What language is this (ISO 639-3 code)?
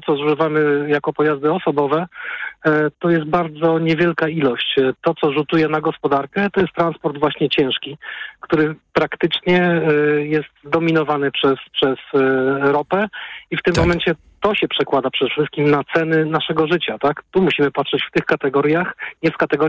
pol